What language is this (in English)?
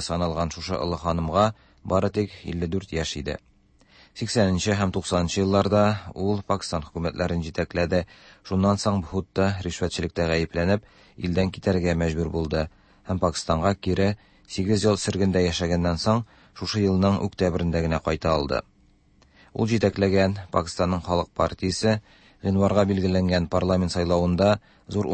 Tatar